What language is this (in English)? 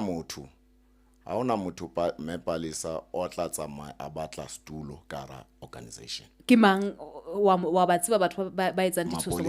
Southern Sotho